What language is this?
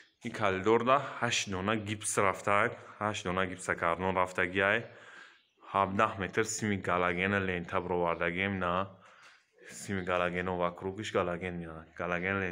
Tajik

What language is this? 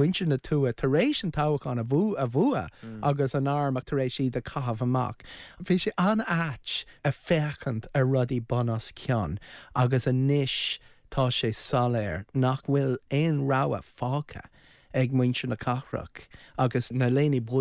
Irish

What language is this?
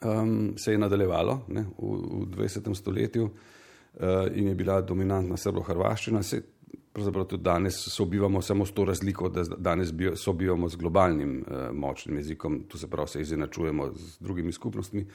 Slovenian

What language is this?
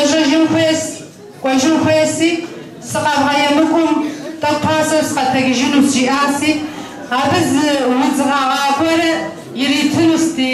Kabardian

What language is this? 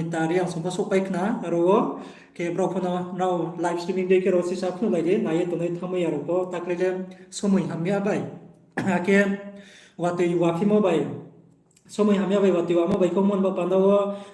Riang (India)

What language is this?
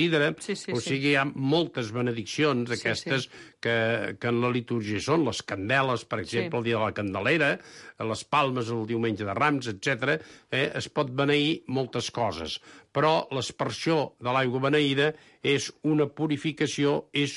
Catalan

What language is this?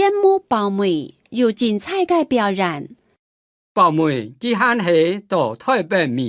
Hakka Chinese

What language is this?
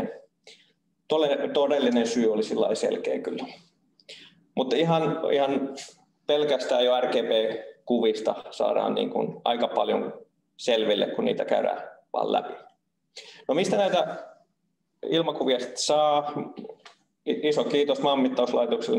Finnish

